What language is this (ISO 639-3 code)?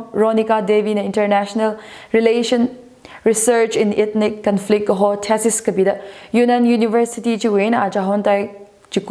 nmf